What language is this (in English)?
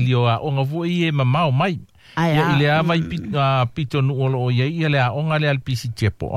Samoan